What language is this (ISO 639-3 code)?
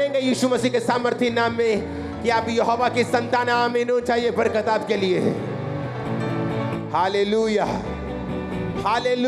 hin